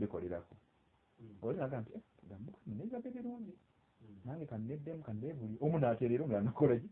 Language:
Ganda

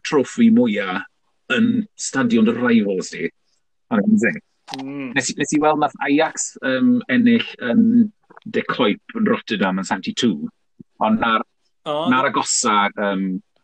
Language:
Welsh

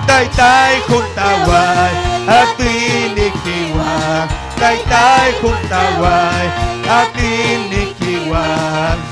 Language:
Ayacucho Quechua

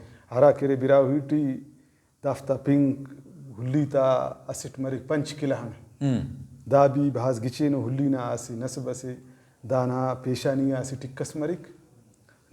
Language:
Brahui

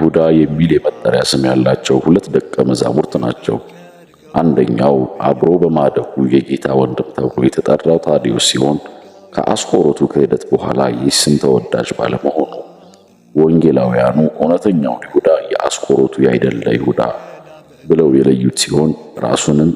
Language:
Amharic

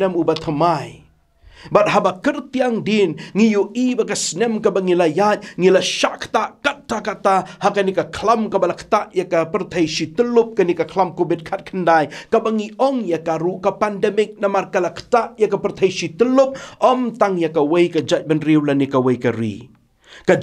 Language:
Khasi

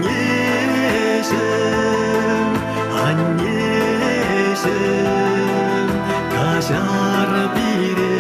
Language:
Chuvash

